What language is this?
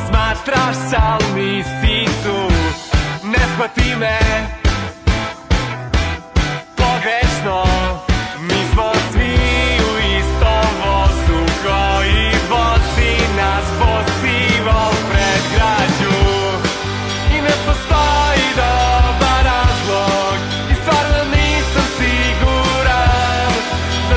Serbian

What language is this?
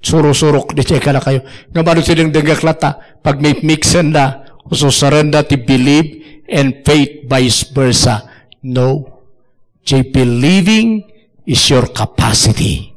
Iloko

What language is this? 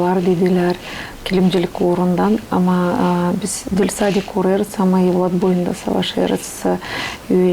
Gagauz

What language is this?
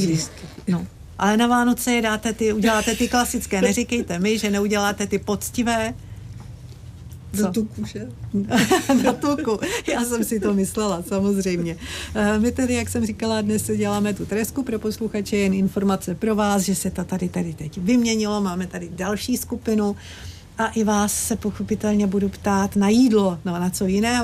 Czech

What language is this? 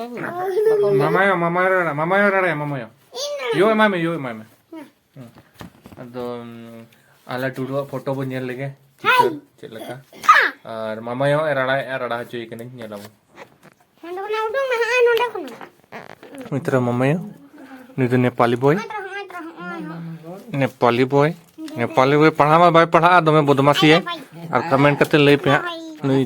Santali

